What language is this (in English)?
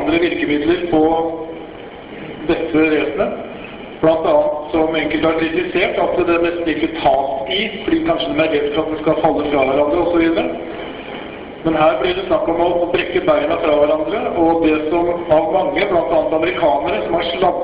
Norwegian